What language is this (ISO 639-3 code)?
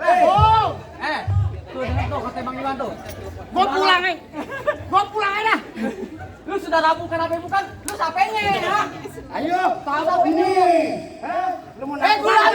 bew